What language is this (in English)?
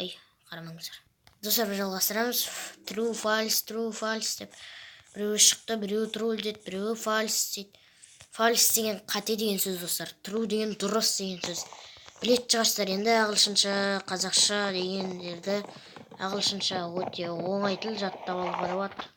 Kazakh